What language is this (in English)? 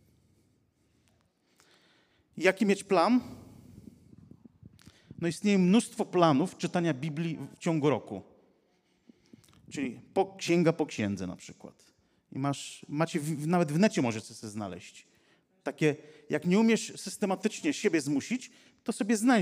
Polish